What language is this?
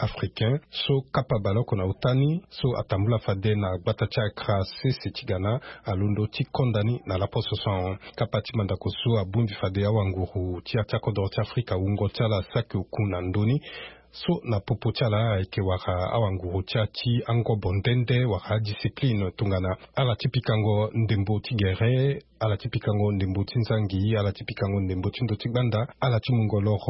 Sango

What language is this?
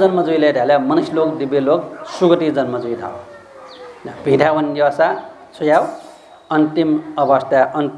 Newari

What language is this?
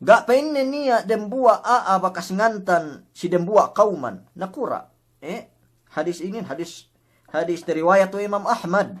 Yakan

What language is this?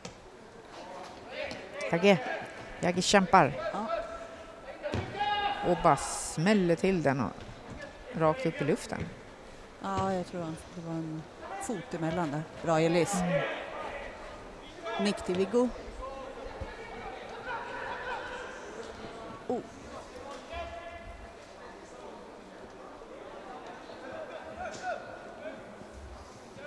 Swedish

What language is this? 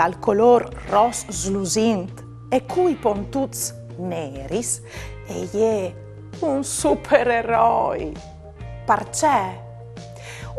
Friulian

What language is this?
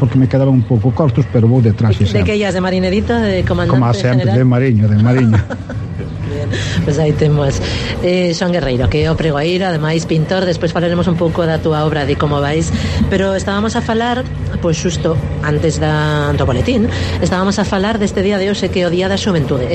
Galician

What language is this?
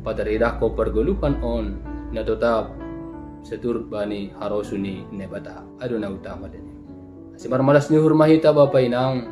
Batak Simalungun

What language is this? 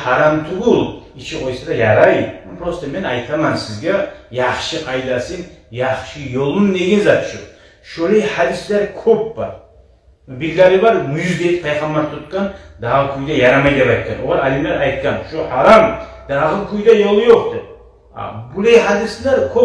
Kumyk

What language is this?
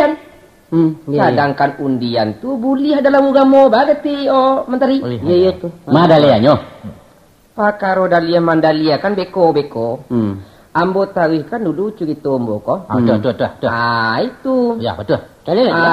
Minangkabau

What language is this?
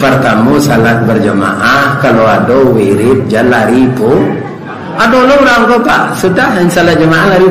Minangkabau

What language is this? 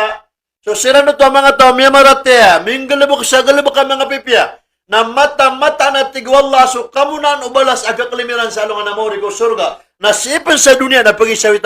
Maranao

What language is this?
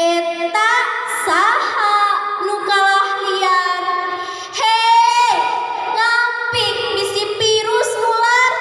Sundanese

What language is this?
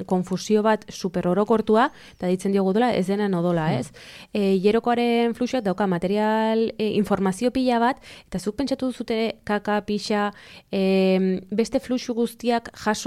Basque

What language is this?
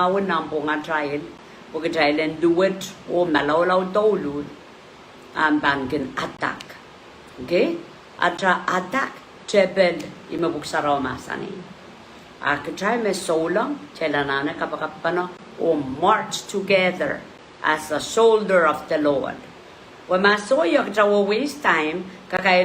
Pohnpeian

